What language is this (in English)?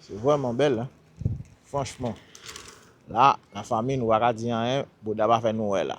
Haitian Creole